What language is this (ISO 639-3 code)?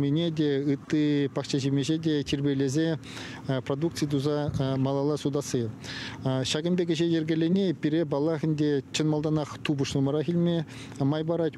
chv